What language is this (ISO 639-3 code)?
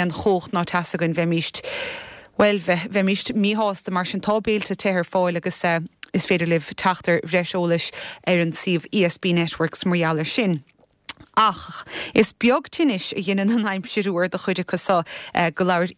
gle